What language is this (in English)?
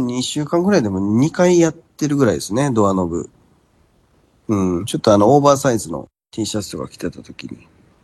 Japanese